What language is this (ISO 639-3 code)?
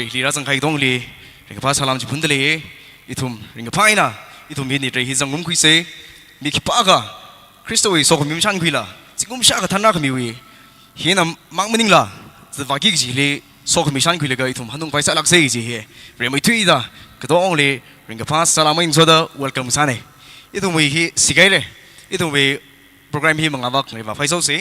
nmf